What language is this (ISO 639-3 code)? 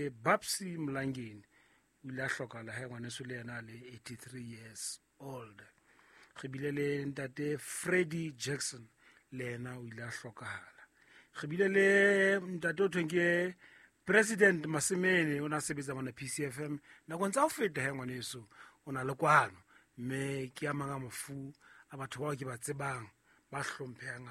sot